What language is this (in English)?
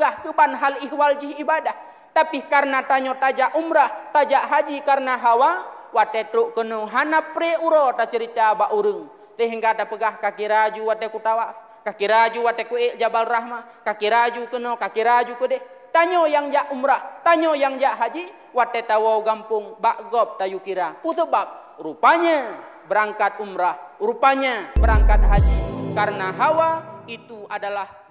Achinese